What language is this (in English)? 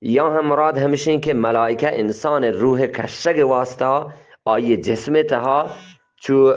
Eastern Balochi